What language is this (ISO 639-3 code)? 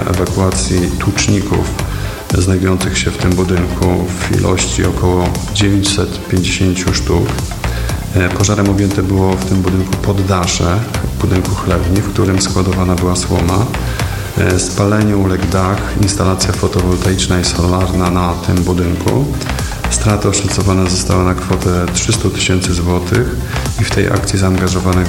pol